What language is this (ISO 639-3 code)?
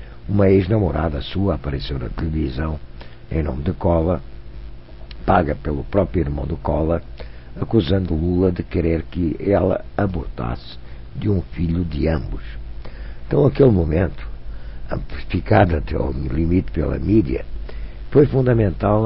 por